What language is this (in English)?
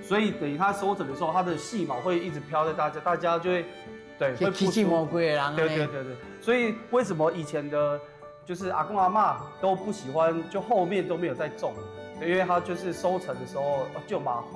Min Nan Chinese